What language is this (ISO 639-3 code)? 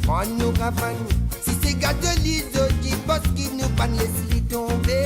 mfe